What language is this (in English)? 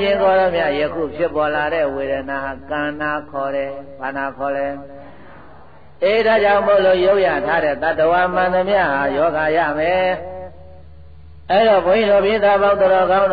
Burmese